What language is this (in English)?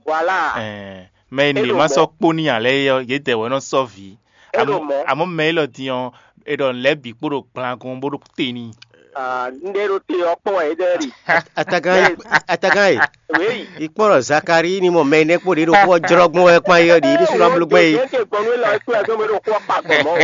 Fon